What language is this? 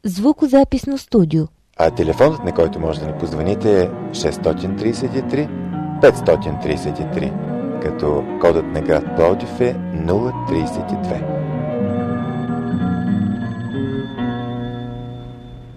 Bulgarian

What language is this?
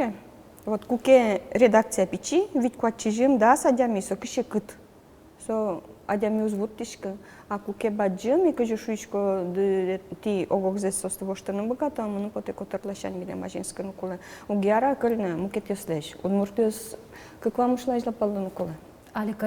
Udmurt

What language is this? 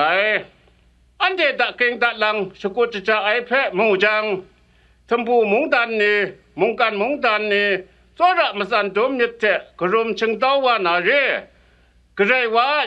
Kachin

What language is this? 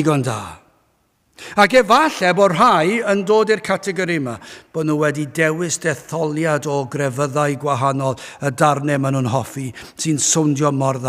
Welsh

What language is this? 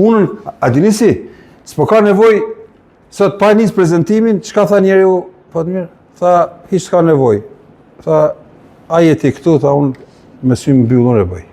Albanian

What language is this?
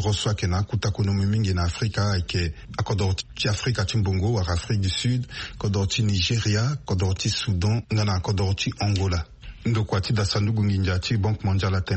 Sango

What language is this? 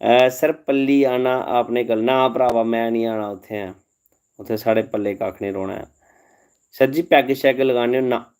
Dogri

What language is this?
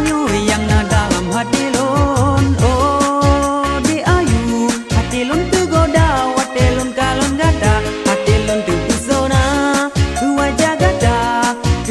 Achinese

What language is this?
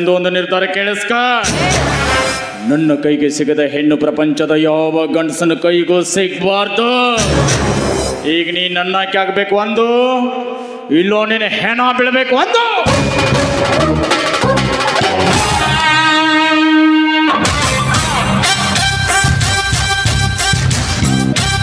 Kannada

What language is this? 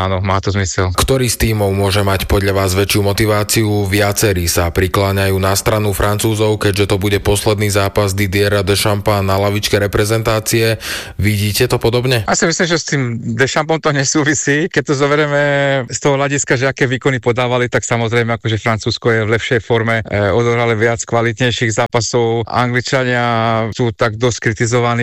Slovak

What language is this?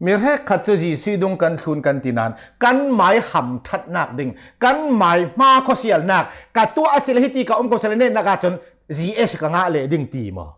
Hakha Chin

